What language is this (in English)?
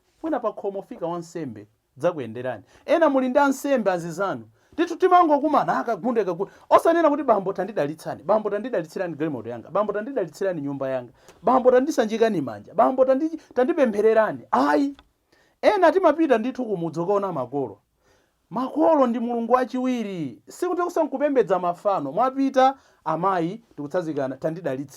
Nyanja